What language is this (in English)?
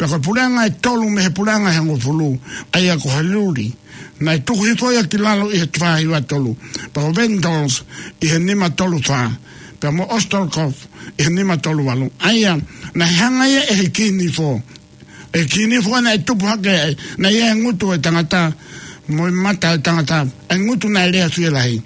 Tongan